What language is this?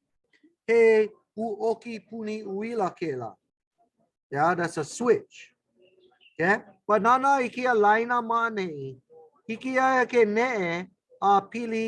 Hawaiian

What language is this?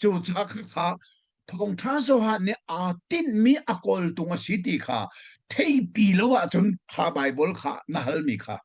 Hakha Chin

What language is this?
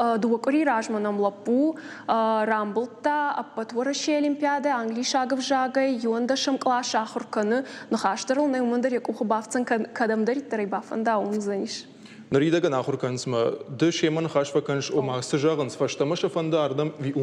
Ossetic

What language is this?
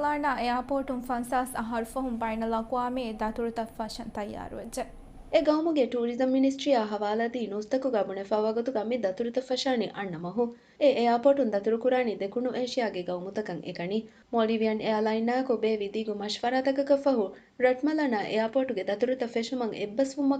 Divehi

